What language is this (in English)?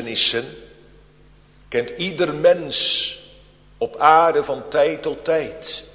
Dutch